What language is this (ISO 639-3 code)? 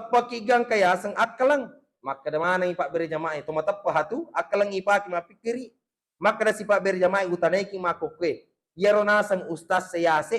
bug